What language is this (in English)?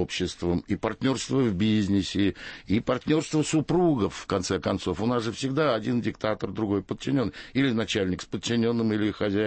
Russian